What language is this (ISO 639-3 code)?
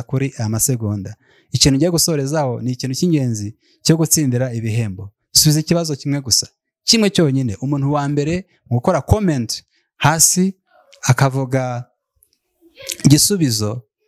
kin